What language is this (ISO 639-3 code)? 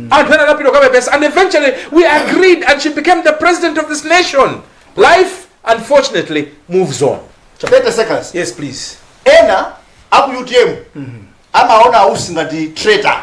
nya